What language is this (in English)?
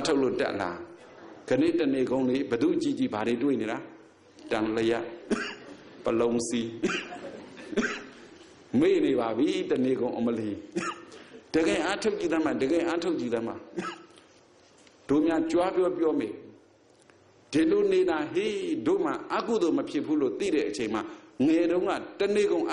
Burmese